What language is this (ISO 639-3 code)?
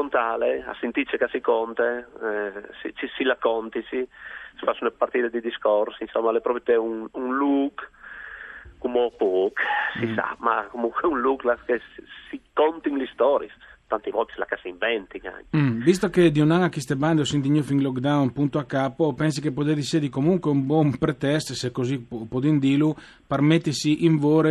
fur